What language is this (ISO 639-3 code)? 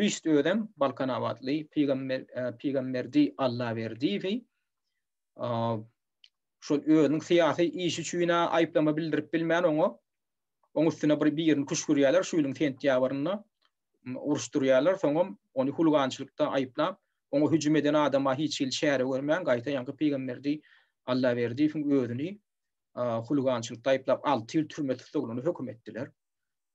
tuk